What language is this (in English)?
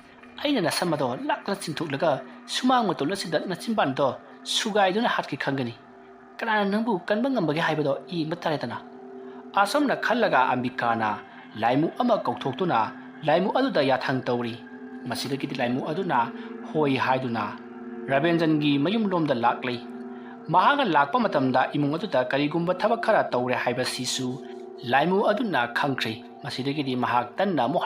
Manipuri